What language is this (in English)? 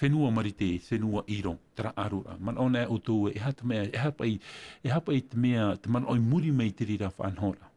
Tahitian